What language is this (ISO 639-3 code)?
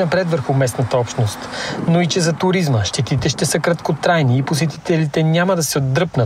bul